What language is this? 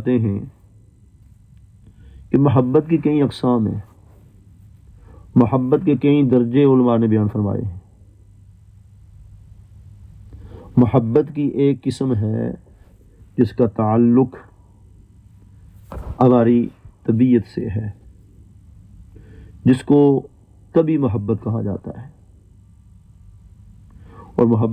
Urdu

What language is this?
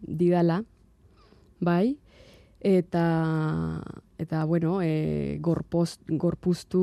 Basque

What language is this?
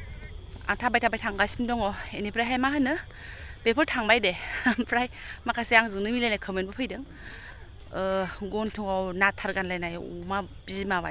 Bodo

